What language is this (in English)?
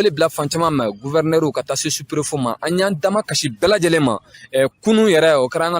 Bambara